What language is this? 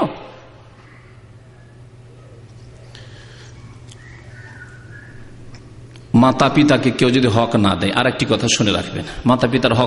Bangla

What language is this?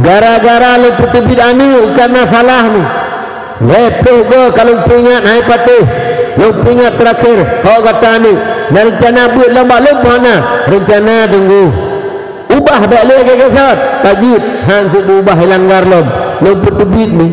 Achinese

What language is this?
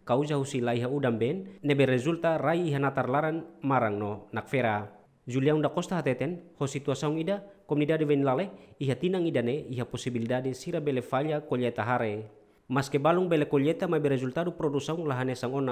Tetum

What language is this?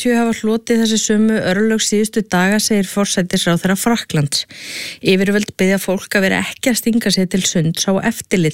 Icelandic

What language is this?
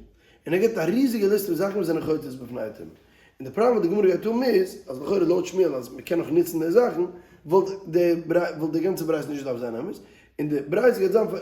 Yiddish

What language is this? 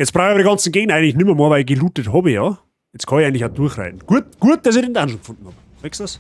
Bavarian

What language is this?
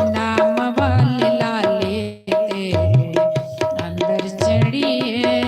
Dogri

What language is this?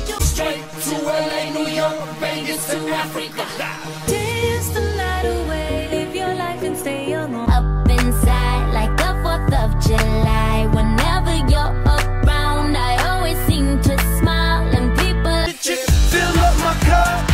English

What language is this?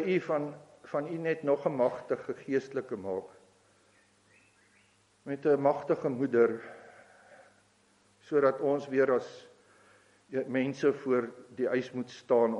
Afrikaans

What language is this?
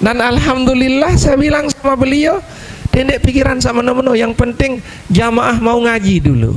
Sasak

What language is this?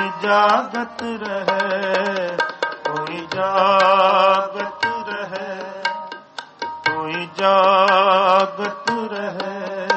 Punjabi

